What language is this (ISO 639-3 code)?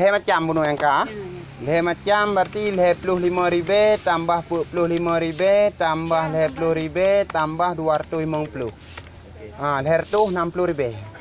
ace